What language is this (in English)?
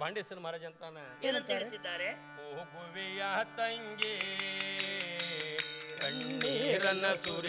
Kannada